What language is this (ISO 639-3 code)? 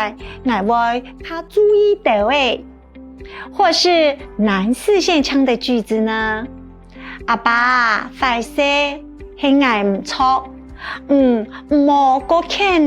hak